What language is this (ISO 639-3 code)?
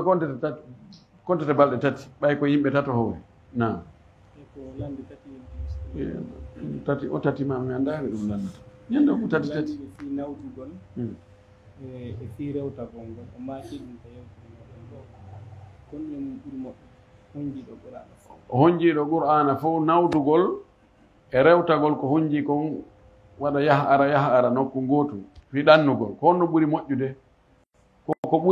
ful